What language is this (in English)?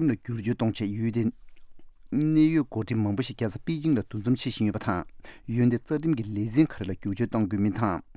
Tibetan